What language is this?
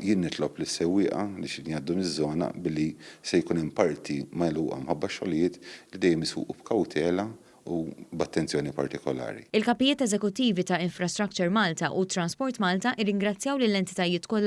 Maltese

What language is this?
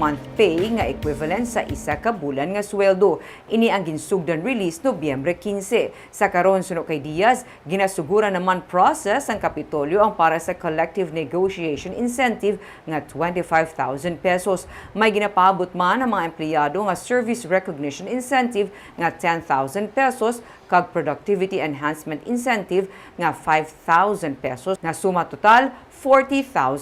Hiligaynon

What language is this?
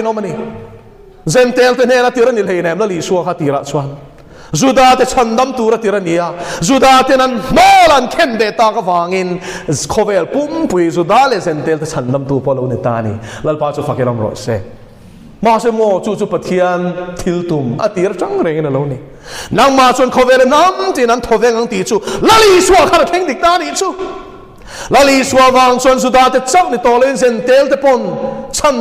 Mizo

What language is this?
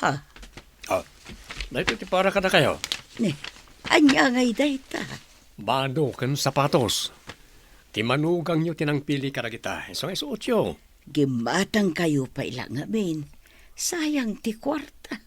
Iloko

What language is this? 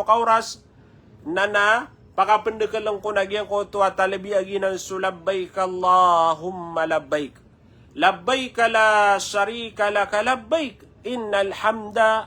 Maranao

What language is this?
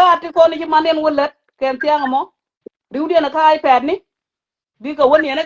Nuer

